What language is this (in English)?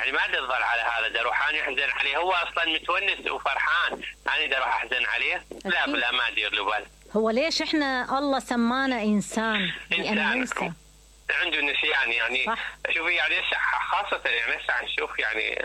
Mesopotamian Arabic